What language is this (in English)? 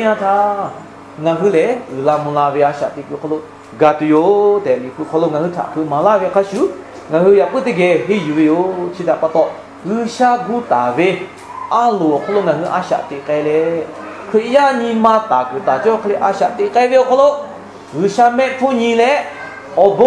Lahu